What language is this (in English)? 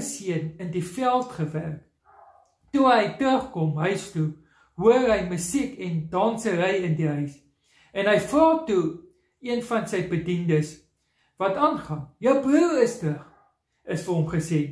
Afrikaans